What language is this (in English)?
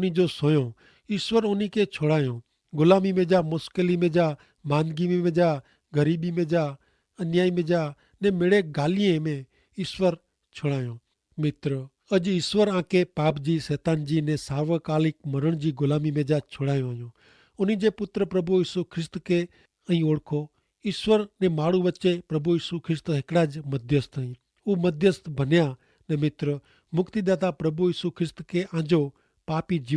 Kachhi